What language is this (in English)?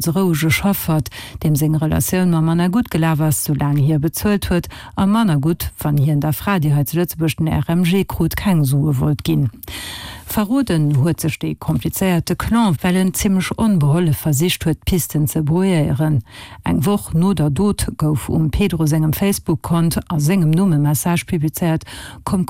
Luxembourgish